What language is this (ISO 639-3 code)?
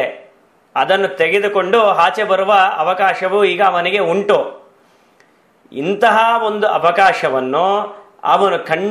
kan